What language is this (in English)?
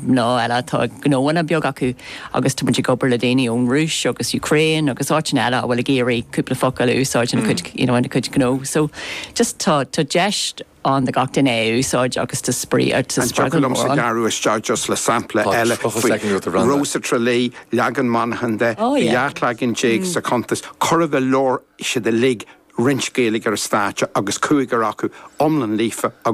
Irish